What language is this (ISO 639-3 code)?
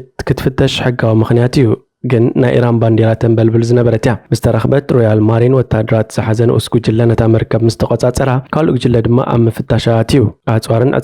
tir